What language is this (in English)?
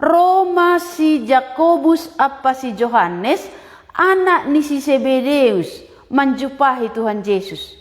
Batak Simalungun